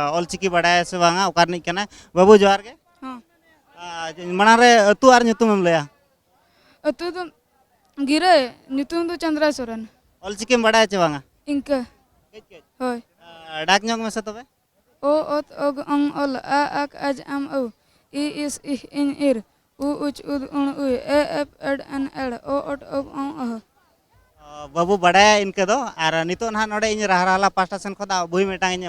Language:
Santali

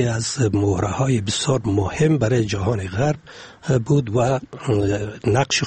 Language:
Persian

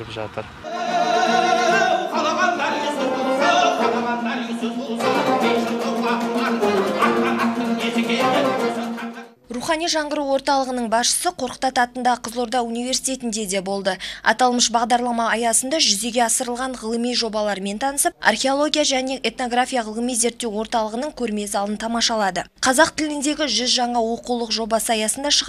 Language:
Kazakh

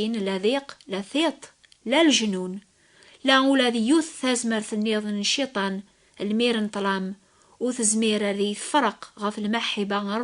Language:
Kabyle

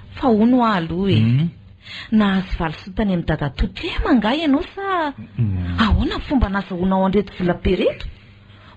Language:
Malagasy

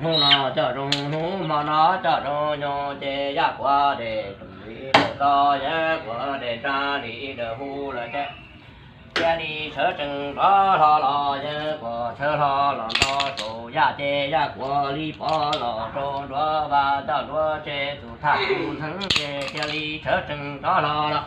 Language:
Hmong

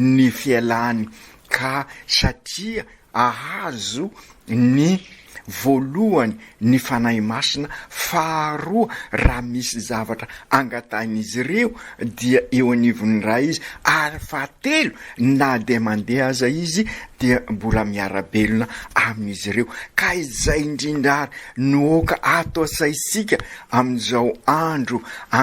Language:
Malagasy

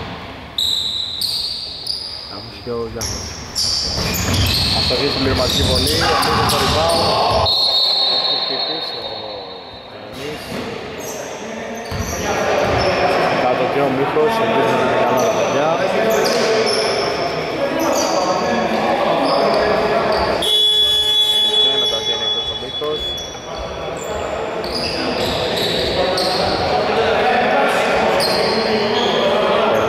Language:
Greek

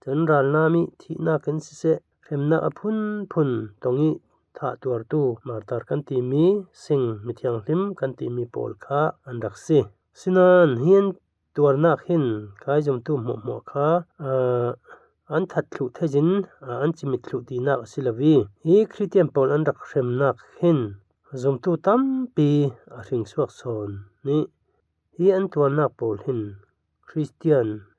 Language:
Falam Chin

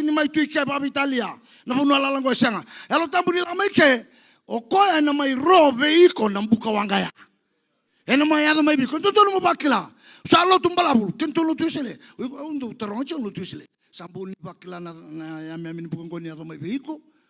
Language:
Fijian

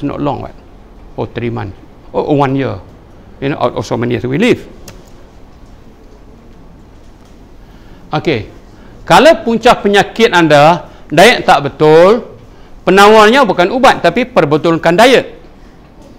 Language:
Malay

